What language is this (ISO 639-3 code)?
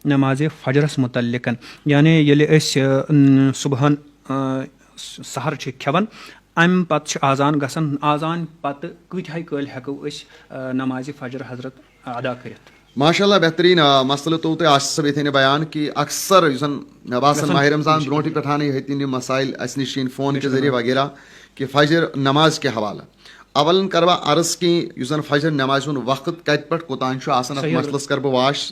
kas